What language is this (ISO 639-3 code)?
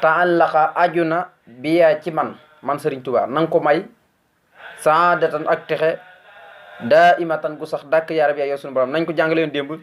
wol